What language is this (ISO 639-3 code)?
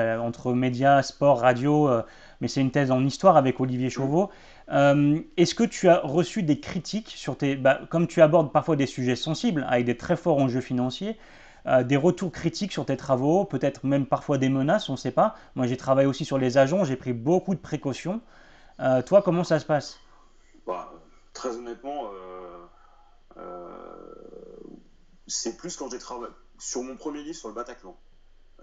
fra